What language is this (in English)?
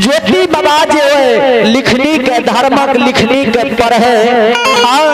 Maithili